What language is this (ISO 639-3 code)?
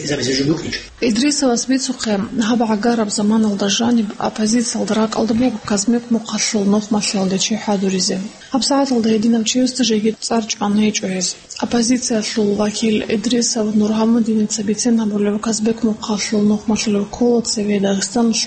ava